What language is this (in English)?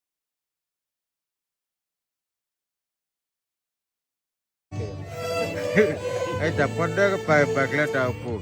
S'gaw Karen